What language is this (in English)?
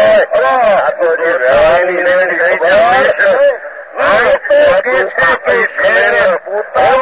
Gujarati